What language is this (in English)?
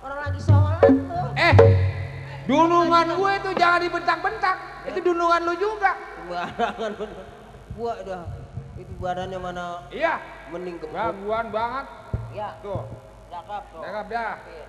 Betawi